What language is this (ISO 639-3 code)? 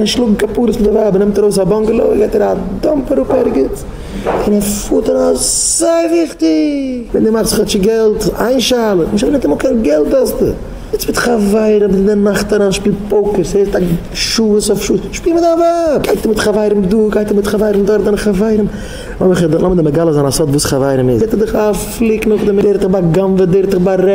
yid